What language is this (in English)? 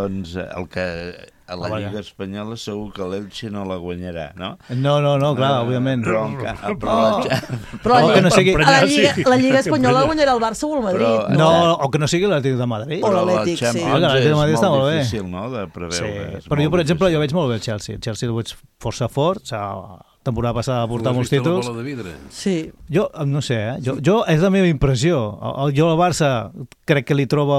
Catalan